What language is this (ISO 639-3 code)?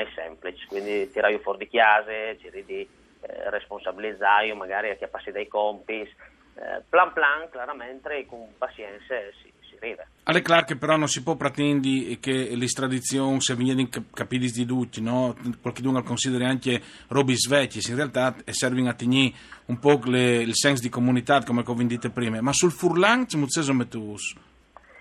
fur